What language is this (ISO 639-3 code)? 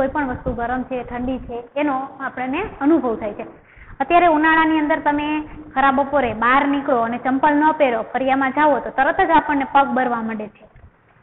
guj